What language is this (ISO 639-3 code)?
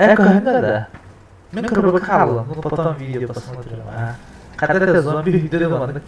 sah